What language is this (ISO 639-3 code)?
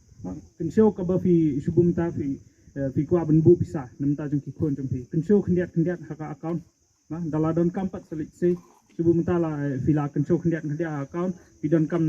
kha